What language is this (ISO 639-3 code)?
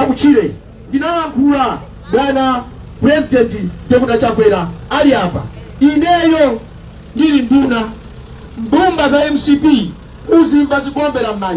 nya